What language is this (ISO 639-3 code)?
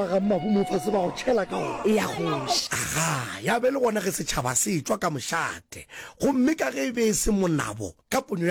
nso